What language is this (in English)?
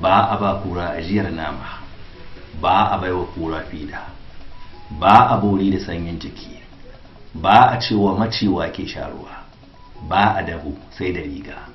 Hausa